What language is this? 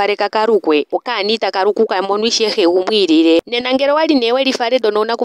Ndonga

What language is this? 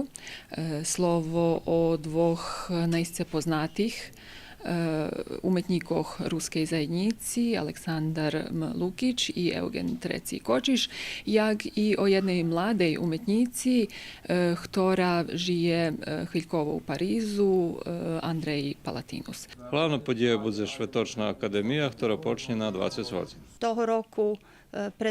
Rusyn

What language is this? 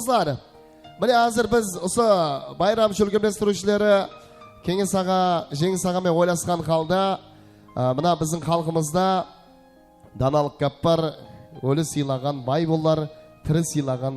Kara-Kalpak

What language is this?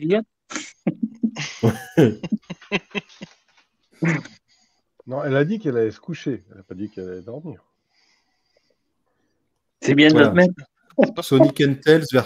French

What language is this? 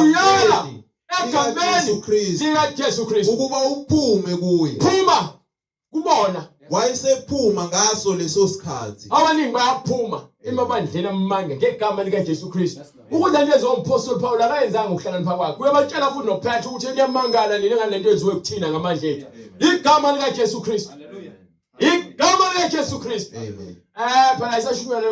Zulu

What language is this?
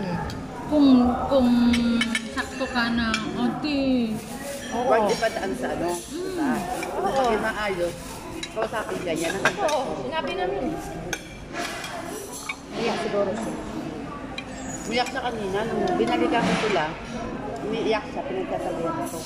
Filipino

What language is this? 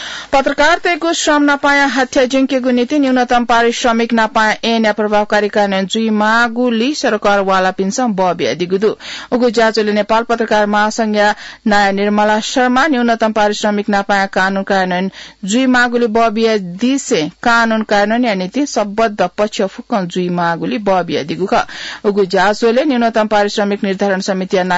Newari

